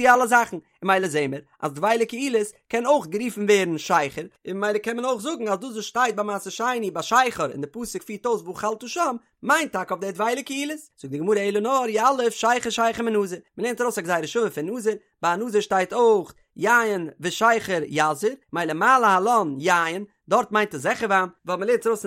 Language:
Yiddish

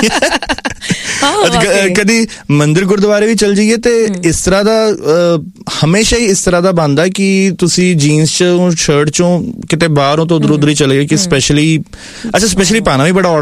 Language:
Punjabi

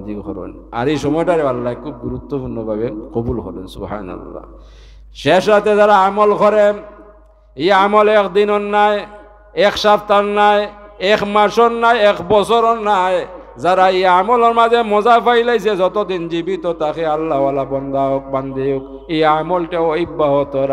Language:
Sylheti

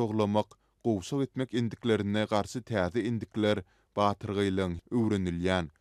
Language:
Turkmen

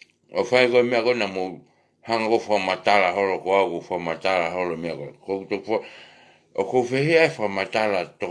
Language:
Tongan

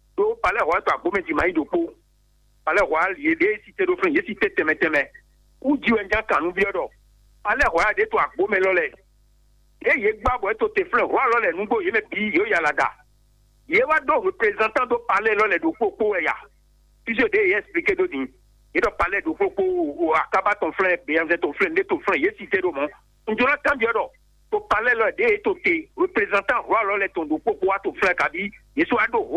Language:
Fon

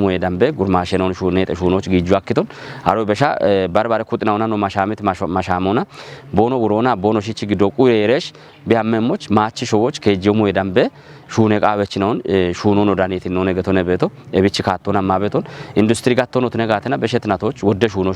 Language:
Kafa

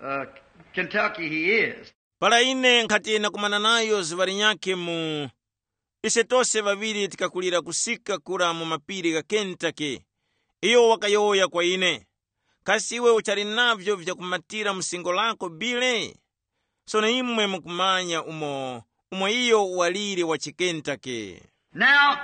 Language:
Tumbuka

